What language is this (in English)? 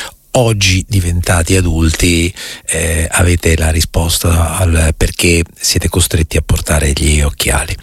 Italian